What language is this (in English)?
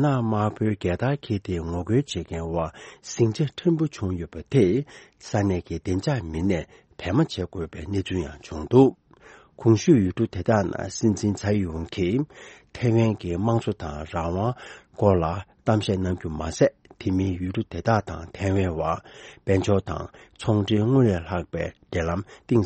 Tibetan